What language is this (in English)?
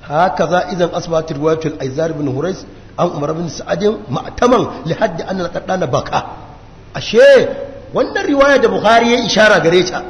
Hausa